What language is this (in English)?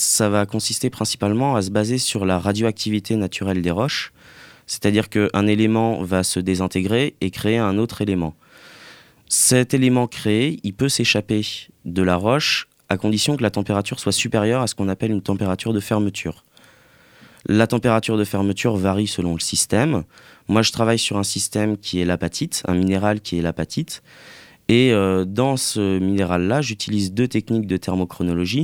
French